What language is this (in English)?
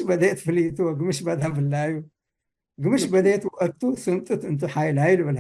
Tigre